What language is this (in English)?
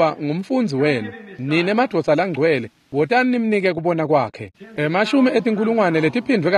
Swati